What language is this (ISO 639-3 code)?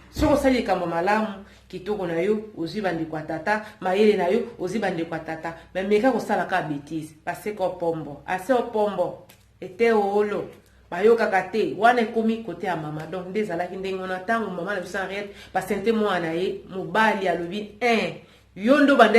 lin